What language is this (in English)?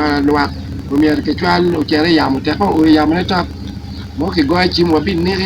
Acoli